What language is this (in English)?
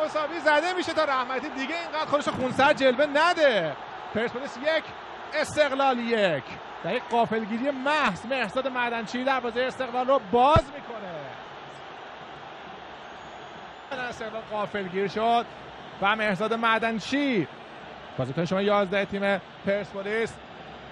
Persian